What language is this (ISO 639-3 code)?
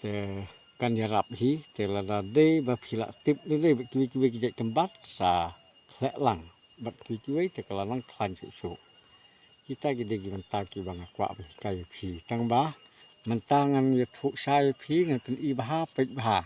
kha